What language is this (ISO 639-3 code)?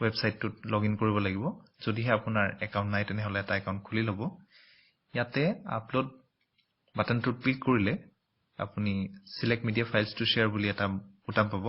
asm